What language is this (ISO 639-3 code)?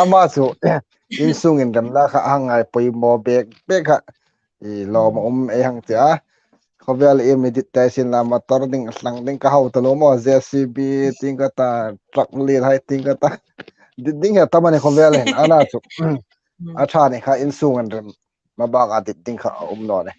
hmr